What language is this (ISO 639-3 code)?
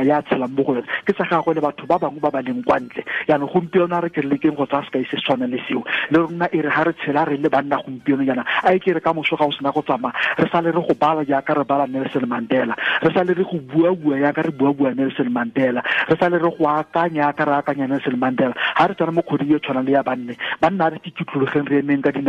tsn